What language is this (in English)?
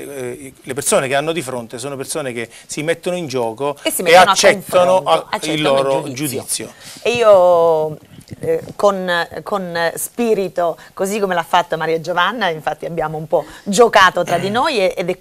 Italian